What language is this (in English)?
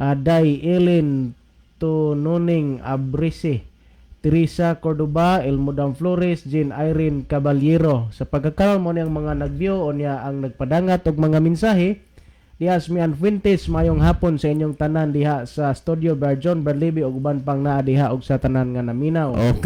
Cebuano